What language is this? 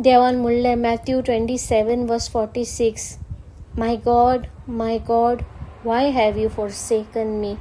Konkani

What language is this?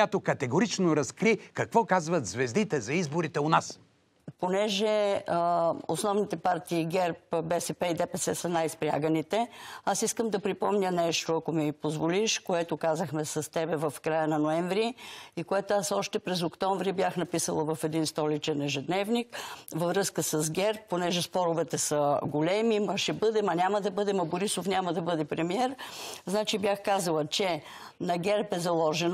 Bulgarian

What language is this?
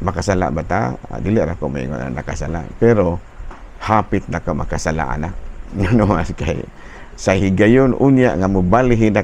Cebuano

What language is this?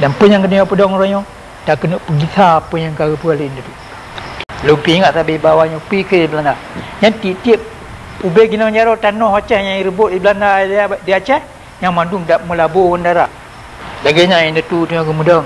Achinese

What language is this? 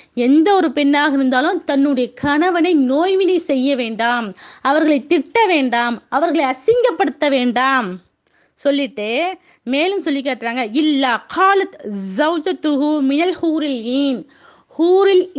Tamil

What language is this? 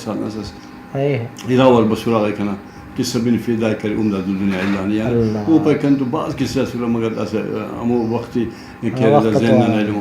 Brahui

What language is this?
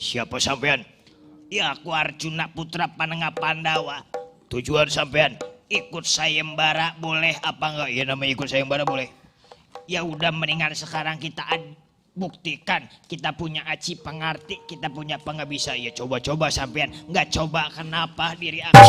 Betawi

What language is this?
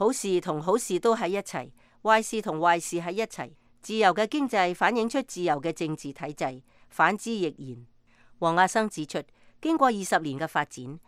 Cantonese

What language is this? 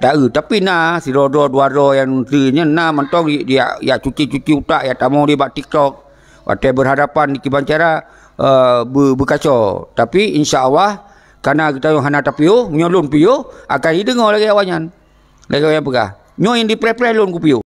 Achinese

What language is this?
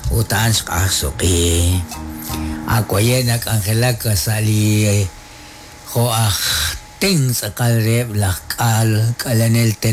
Kekchí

